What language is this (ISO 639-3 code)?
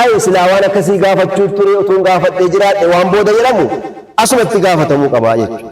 orm